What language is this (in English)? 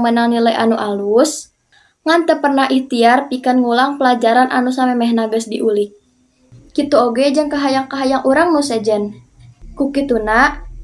Sundanese